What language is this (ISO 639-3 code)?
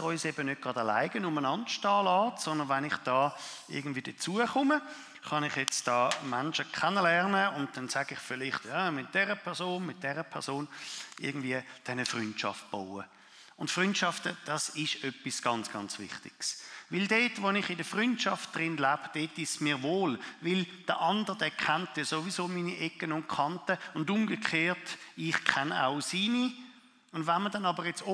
gsw